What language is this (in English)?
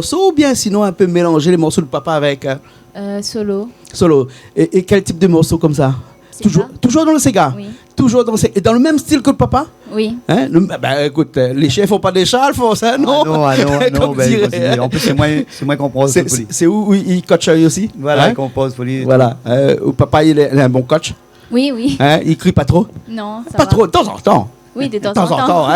Réunion Creole French